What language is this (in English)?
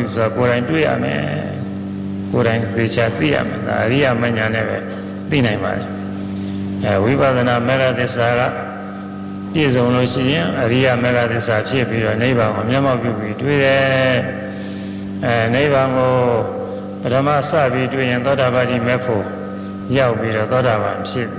Burmese